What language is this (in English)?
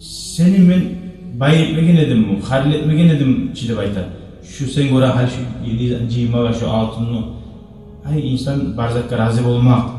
Kumyk